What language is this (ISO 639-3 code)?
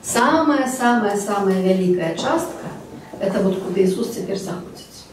bel